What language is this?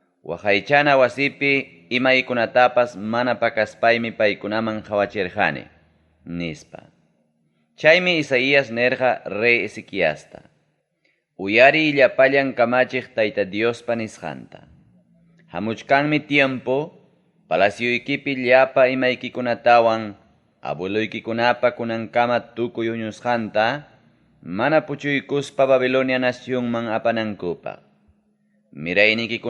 Ayacucho Quechua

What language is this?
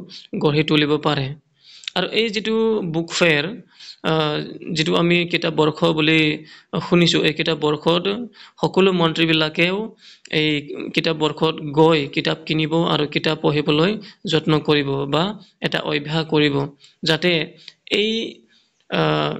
Assamese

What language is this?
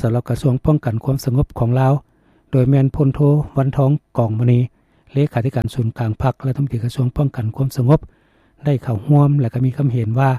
Lao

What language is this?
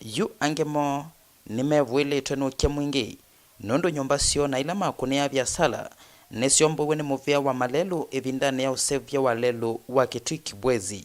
Kamba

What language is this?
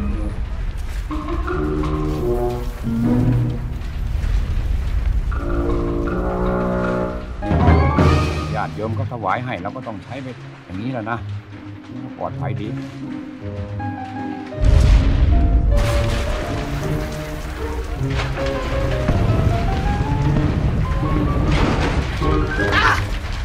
Thai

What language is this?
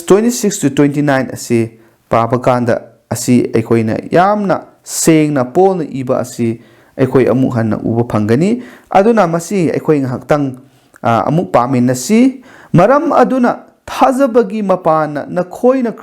Manipuri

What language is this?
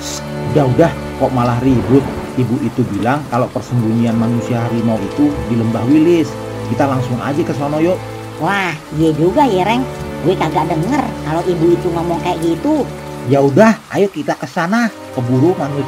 Betawi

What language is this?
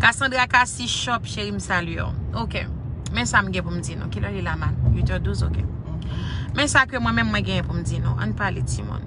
Haitian Creole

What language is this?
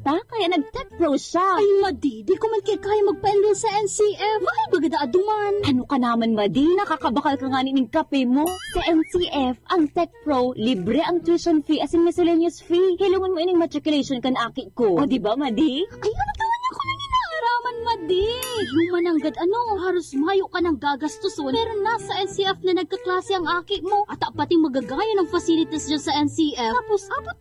Bikol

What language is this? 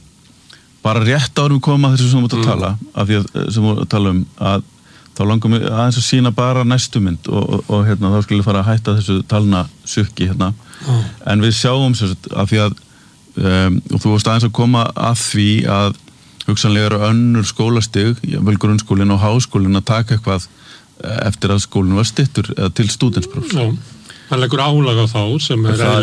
Icelandic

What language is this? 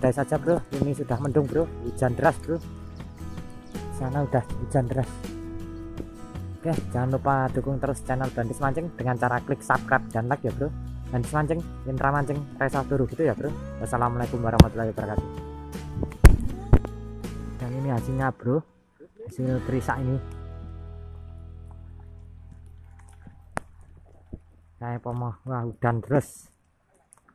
Indonesian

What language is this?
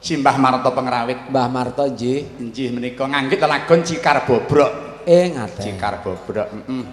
Javanese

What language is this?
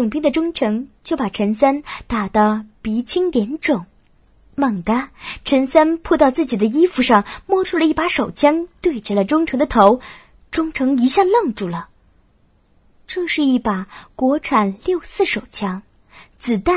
Chinese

